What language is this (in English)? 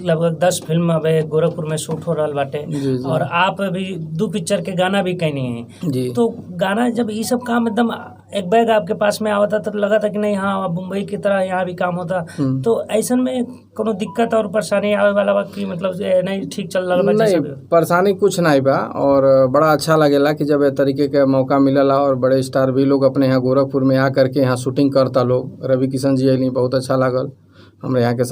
Bhojpuri